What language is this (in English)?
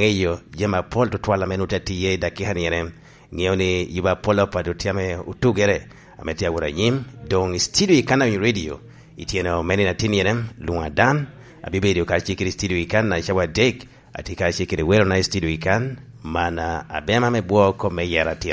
Lango (Uganda)